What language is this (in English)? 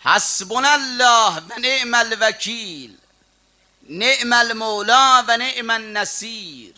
South Azerbaijani